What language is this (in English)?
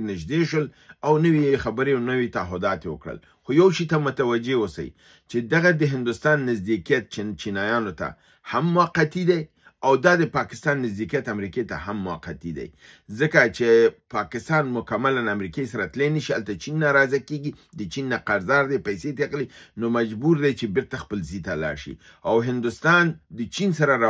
Pashto